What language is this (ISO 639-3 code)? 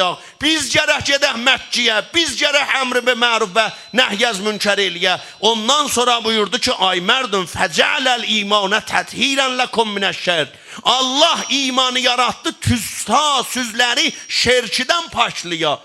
azb